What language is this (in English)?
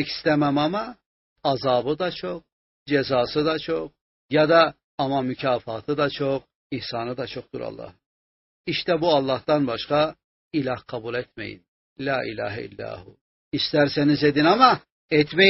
Turkish